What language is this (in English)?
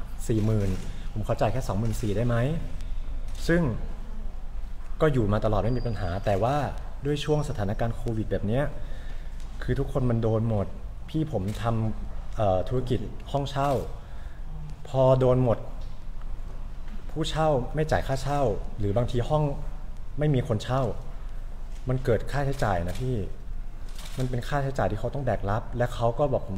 Thai